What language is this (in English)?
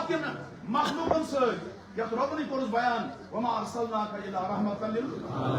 Kashmiri